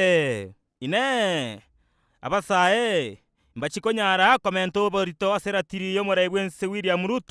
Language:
Gusii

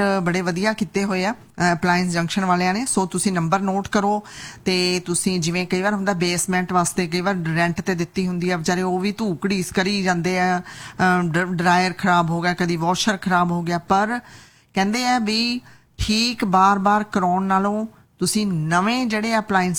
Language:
Punjabi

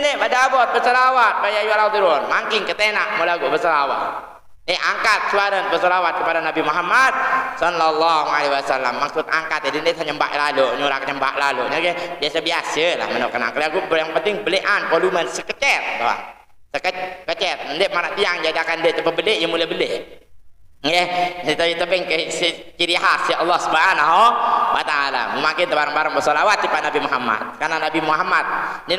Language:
Sasak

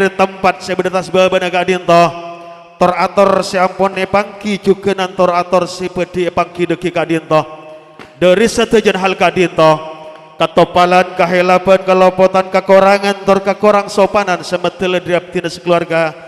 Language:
Madurese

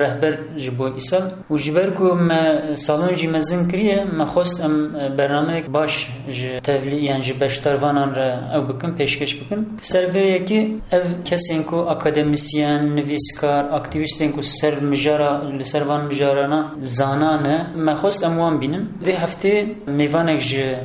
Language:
Kurdish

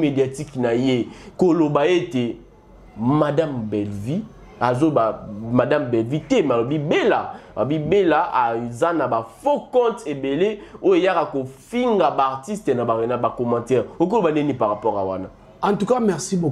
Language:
Lingala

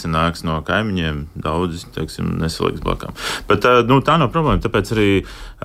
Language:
Latvian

